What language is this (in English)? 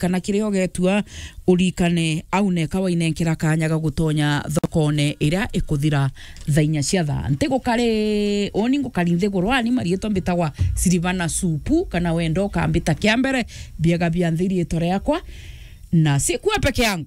Meru